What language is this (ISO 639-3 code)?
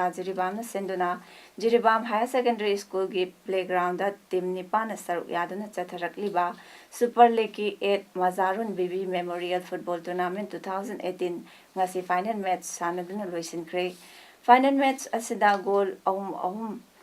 mni